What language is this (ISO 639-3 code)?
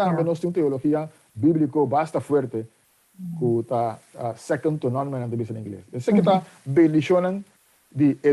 pap